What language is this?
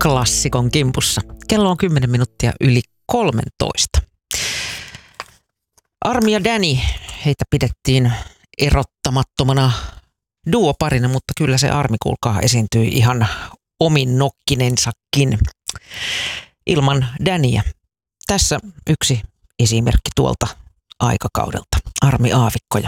Finnish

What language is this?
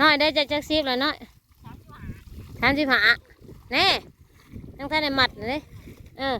Northeastern Thai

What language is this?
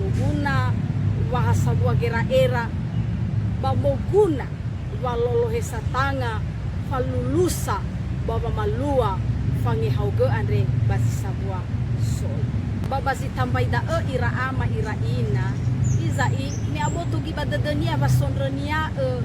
Nias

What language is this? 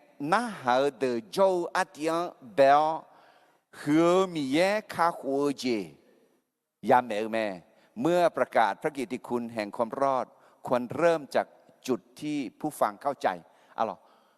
Akha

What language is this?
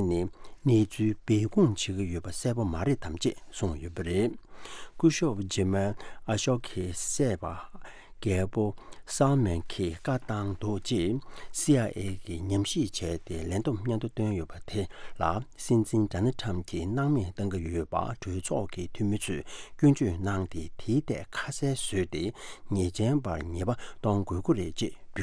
Tibetan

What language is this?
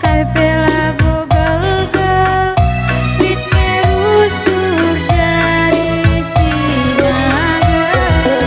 Batak Karo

